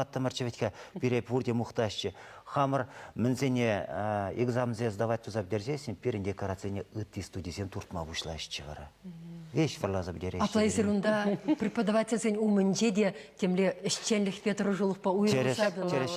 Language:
Chuvash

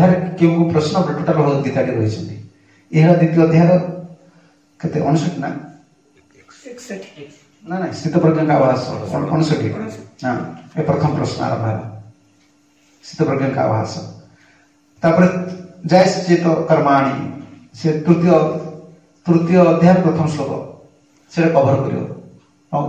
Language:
Odia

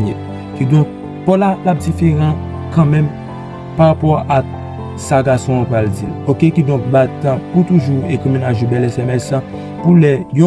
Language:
Haitian Creole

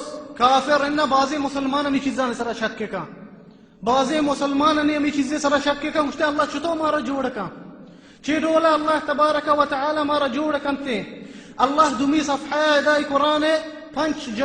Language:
Baluchi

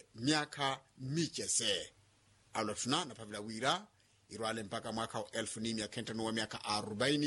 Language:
Makhuwa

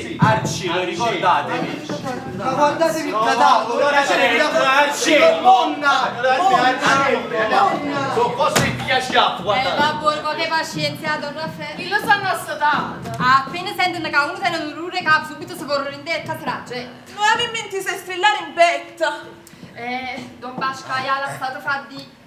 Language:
Neapolitan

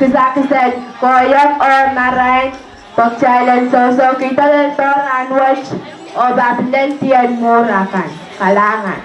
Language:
Pohnpeian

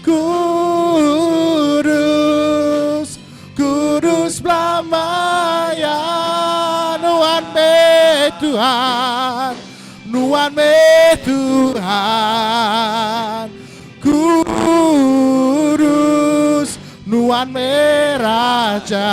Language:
Iban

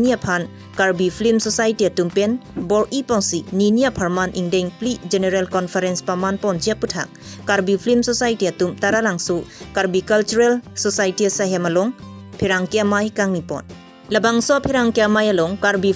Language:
Karbi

